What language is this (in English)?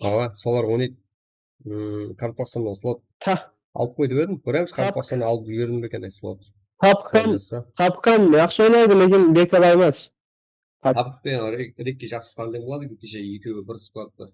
Kara-Kalpak